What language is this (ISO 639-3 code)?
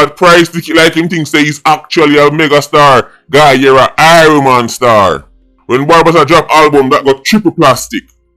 jam